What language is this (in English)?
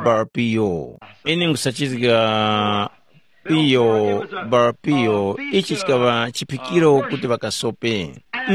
Tumbuka